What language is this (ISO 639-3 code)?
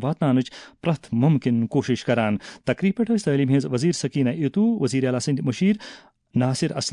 kas